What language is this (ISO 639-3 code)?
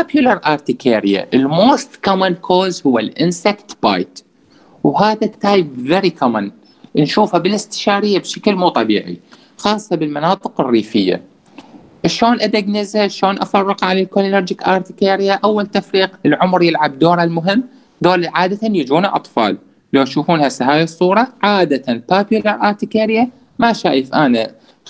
acm